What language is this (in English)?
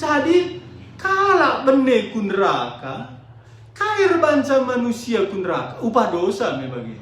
Batak Karo